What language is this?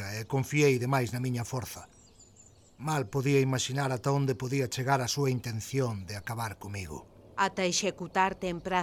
Galician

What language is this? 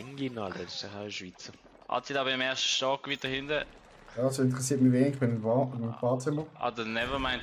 Swiss German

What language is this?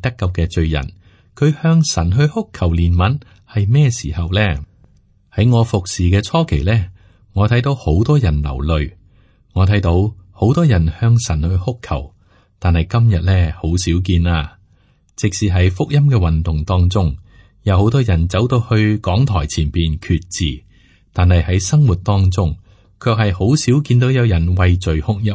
Cantonese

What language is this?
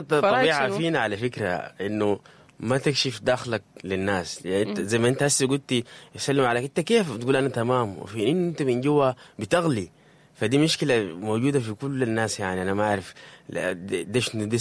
Sudanese Arabic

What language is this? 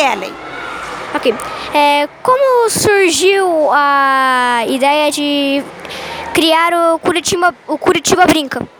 Portuguese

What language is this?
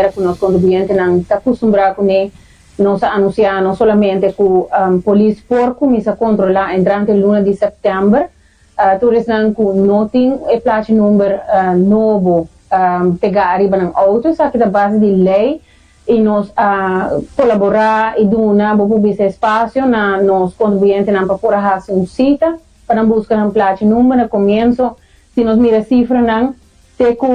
Papiamento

